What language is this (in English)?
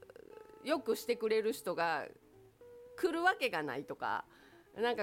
Japanese